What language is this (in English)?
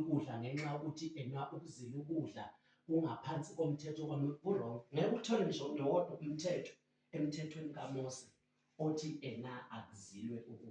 Zulu